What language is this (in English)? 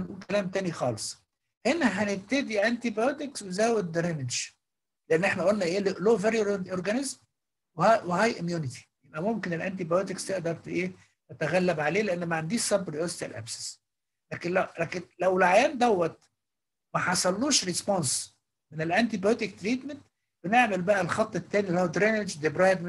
Egyptian Arabic